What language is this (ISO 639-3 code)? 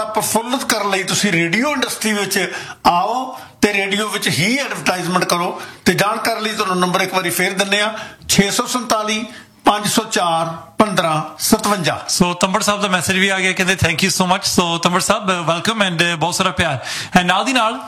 pan